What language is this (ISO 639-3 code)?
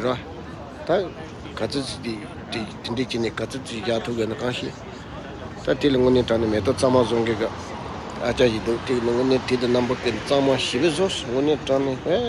bod